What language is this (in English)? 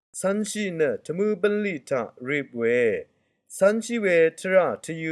Rawang